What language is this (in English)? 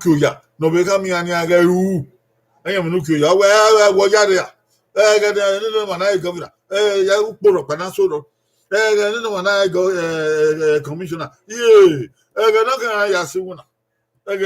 Bini